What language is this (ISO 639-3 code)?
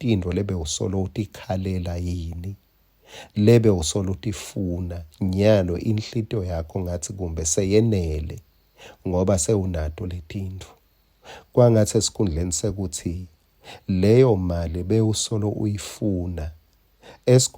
ssw